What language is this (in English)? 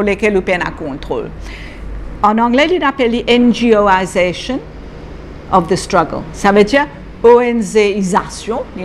Morisyen